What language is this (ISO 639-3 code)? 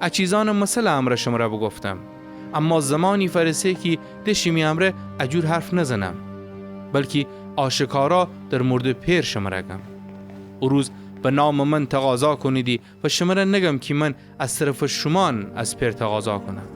glk